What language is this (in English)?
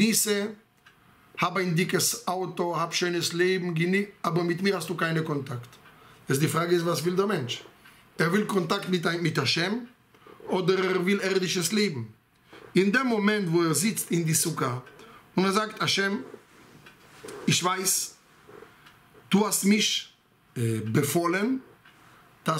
German